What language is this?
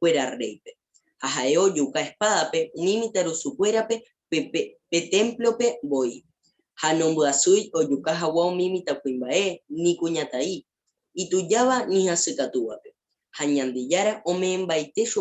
Guarani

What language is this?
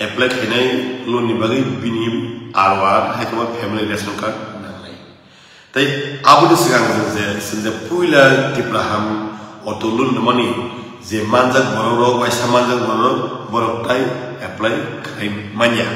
Kok Borok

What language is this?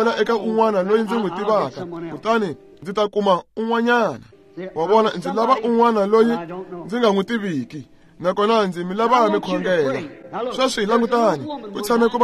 Tsonga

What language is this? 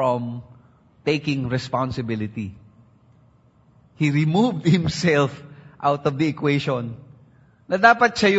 Filipino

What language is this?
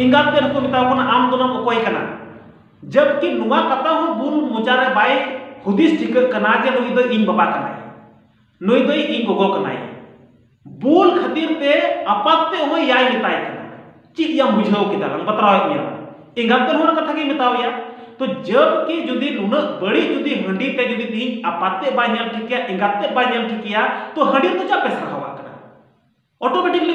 Santali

